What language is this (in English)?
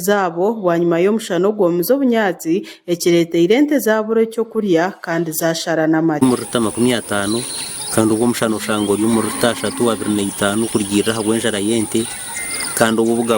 Nyankole